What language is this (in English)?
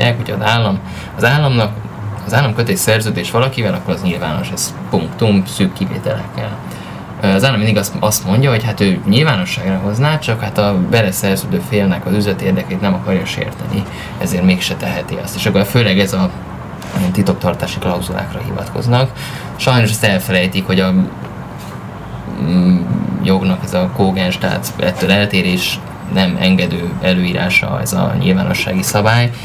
Hungarian